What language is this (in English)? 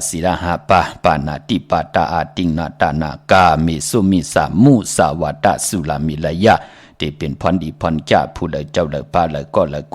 Shan